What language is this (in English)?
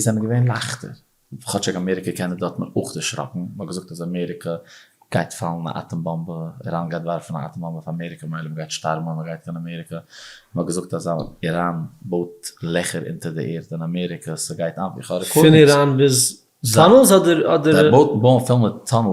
Yiddish